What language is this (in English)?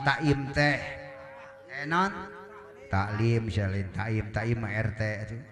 Sundanese